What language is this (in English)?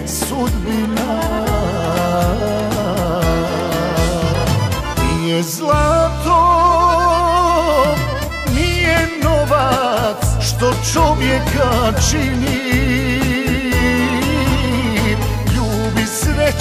Croatian